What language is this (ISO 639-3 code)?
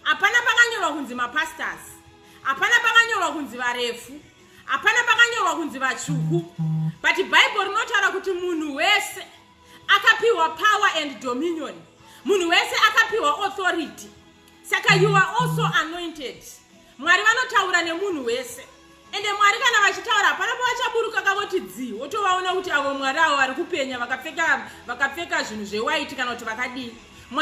sna